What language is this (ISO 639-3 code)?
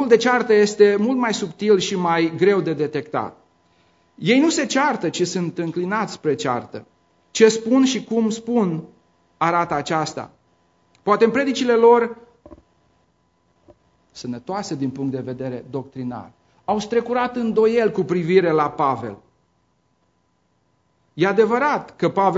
ron